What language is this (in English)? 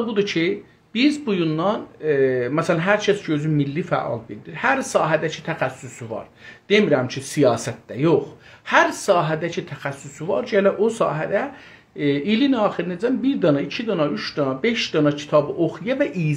South Azerbaijani